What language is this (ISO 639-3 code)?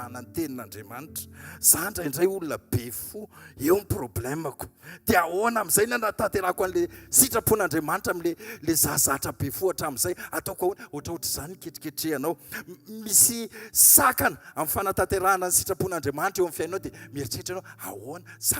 mlg